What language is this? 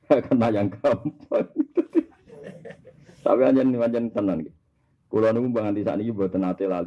Javanese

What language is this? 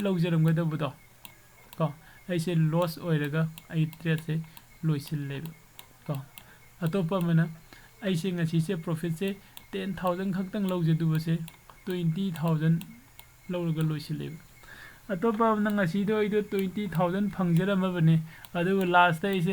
Manipuri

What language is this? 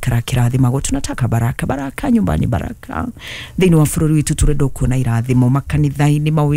Kikuyu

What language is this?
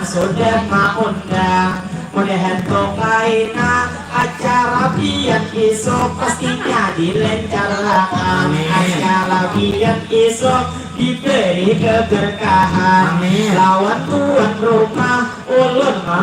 Banjar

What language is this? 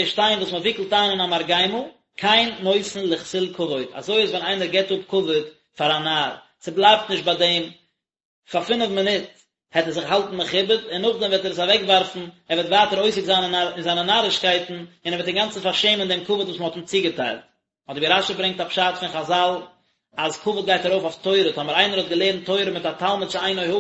Yiddish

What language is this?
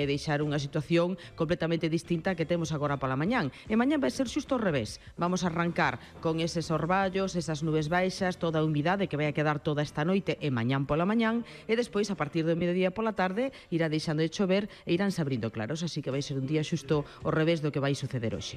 Galician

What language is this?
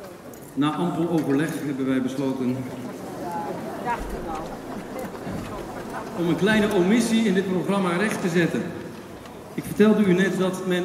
Dutch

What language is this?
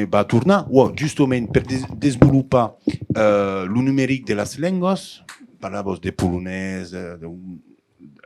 Occitan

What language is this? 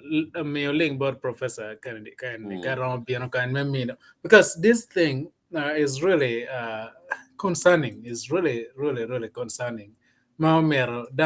Acoli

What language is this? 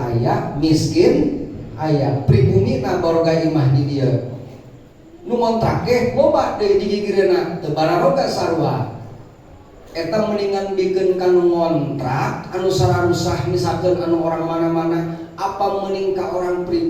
Sundanese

